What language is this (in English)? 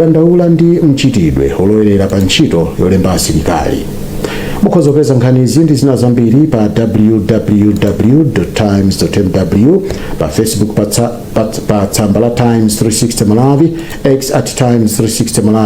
Nyanja